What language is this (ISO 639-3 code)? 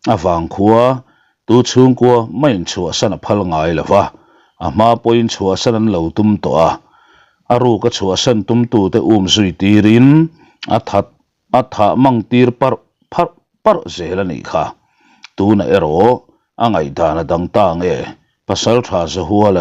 lus